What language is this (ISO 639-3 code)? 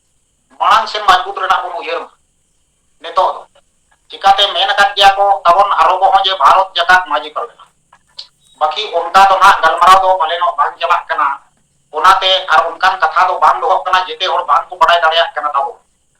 sat